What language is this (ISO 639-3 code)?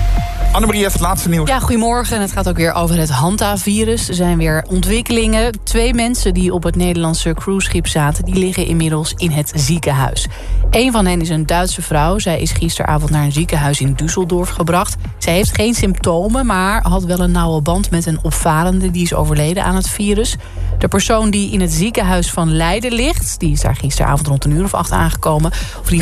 nld